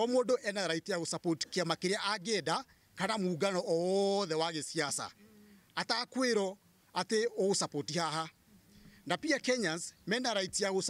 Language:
Kikuyu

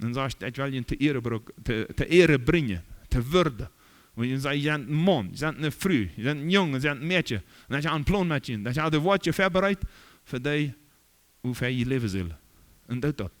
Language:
Plautdietsch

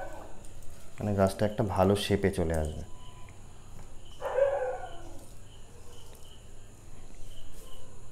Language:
Bangla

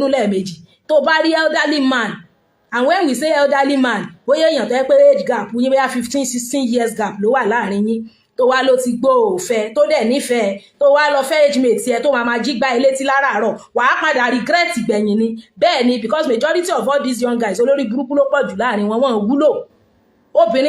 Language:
Yoruba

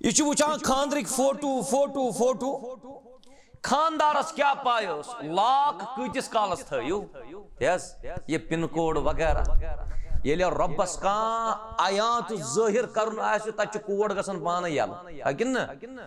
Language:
Kashmiri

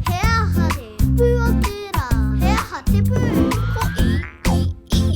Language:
Māori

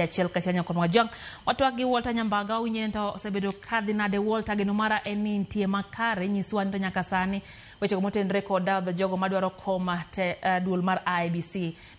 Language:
Luo (Kenya and Tanzania)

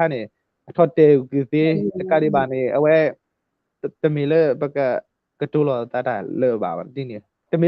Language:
S'gaw Karen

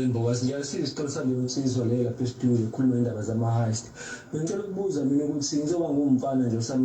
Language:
Zulu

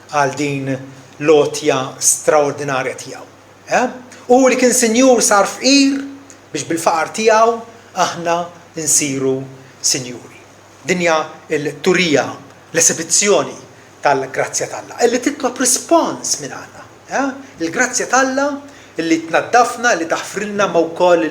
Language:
Maltese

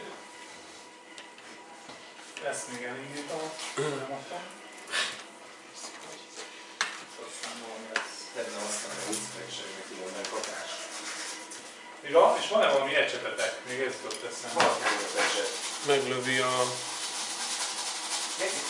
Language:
Hungarian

